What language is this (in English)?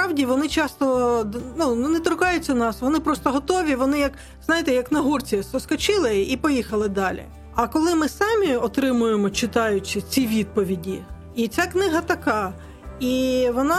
Ukrainian